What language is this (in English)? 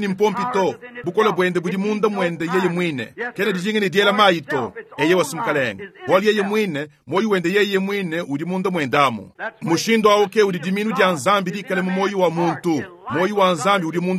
Luba-Lulua